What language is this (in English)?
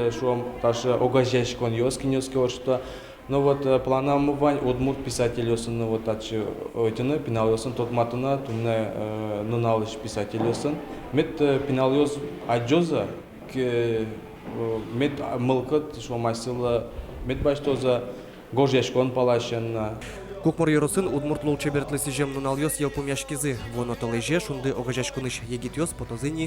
Udmurt